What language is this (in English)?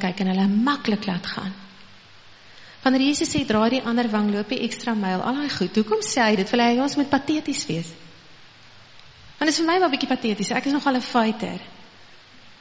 Afrikaans